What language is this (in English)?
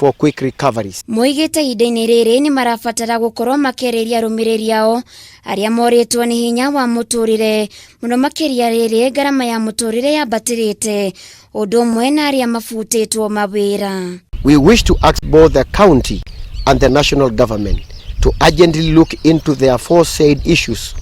Kikuyu